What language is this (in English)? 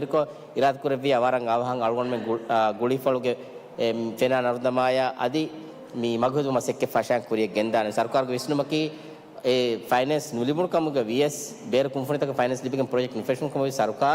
Divehi